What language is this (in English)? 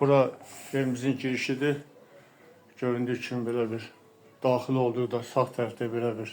Azerbaijani